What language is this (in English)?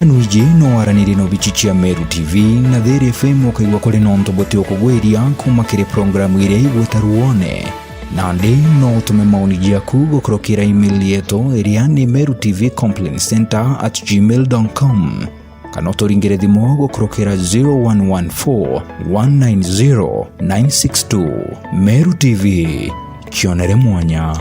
Meru